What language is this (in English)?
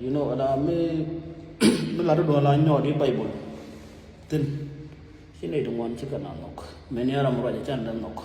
Nuer